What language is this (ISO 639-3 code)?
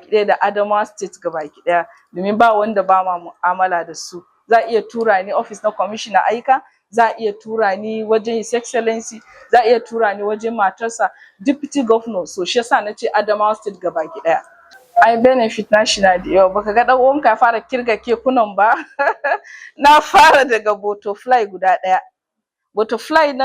hau